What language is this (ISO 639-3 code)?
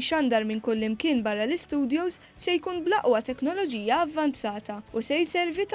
mlt